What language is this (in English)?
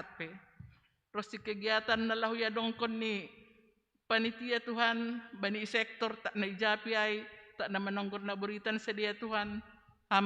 Batak Simalungun